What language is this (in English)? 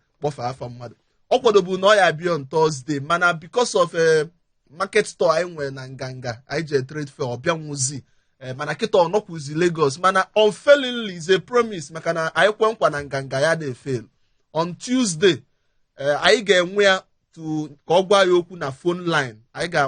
Igbo